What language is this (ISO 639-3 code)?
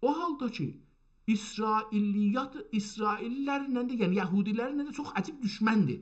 azb